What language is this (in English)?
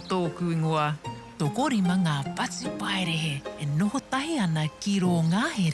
Māori